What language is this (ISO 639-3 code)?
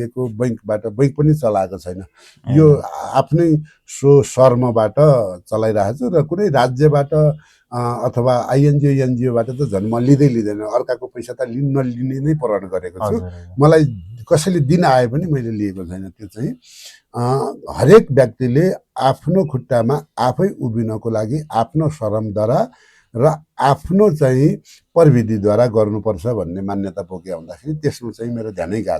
nep